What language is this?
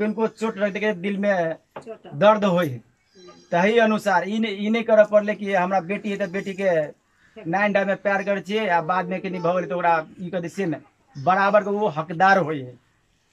Maithili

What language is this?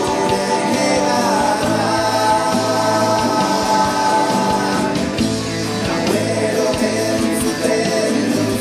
Basque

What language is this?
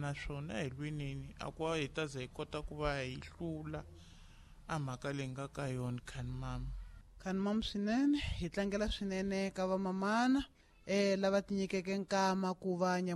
Tsonga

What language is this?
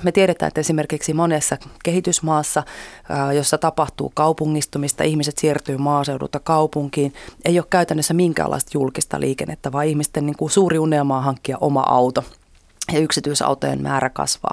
Finnish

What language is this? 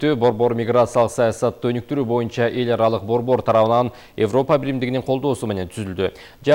Kyrgyz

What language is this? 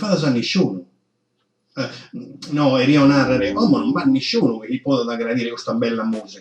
Sardinian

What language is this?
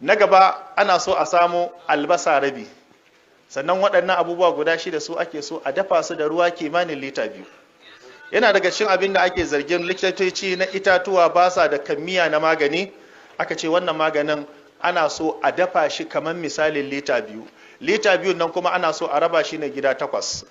Hausa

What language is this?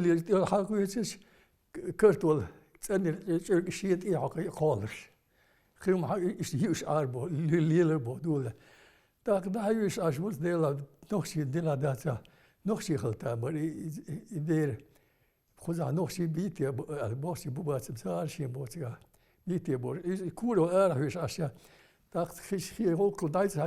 Chechen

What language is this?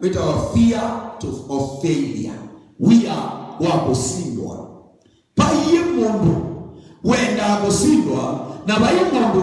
Kamba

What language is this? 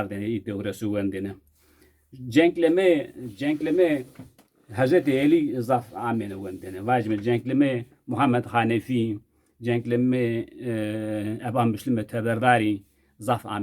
Zaza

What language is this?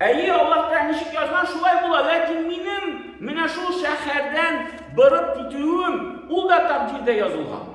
Tatar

